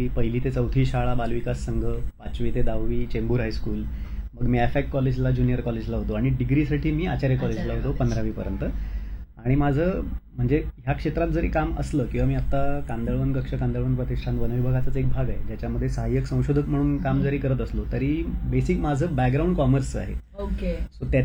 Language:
Marathi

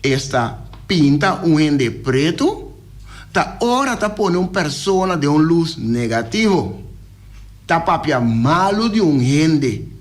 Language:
Papiamento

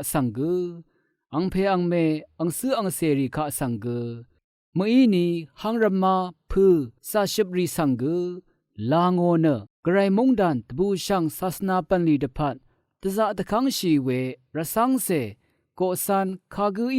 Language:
Rawang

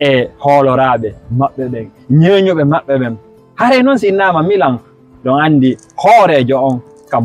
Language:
Fula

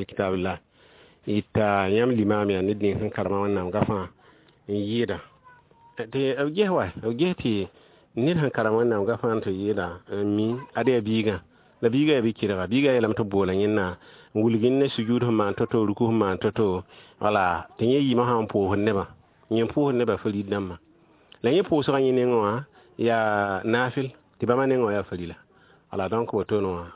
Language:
Mossi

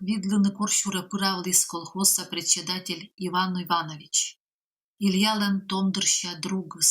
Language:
Komi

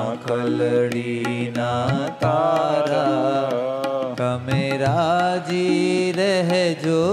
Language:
Gujarati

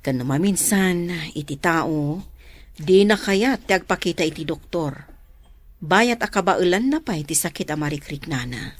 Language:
Iloko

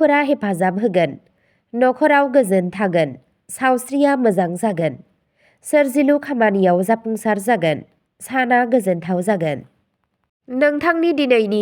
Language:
Bodo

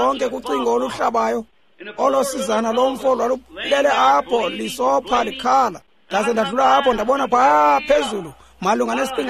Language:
Xhosa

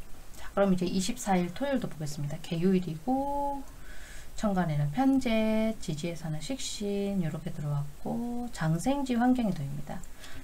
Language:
Korean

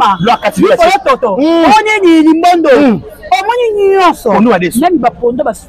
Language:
Lingala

